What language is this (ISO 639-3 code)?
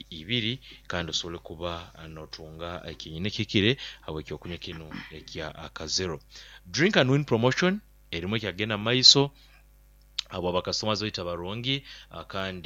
nyo